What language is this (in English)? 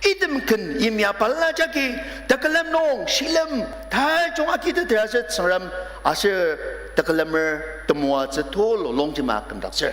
Ao Naga